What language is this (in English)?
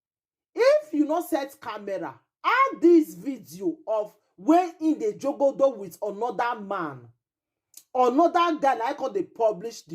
Nigerian Pidgin